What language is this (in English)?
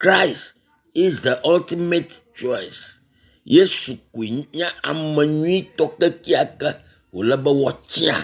Ewe